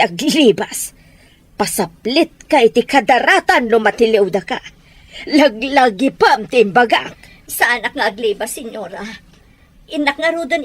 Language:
Iloko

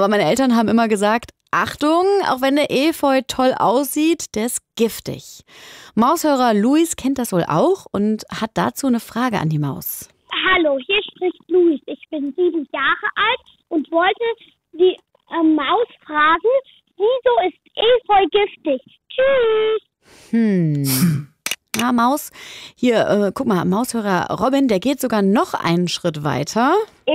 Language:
German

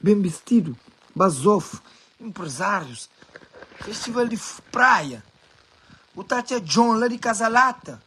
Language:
Kabuverdianu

